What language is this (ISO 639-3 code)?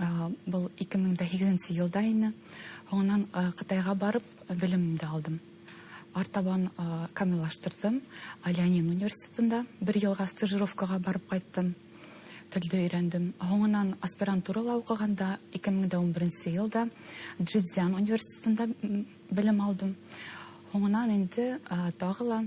bak